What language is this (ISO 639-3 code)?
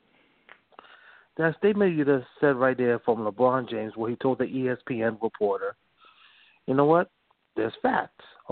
eng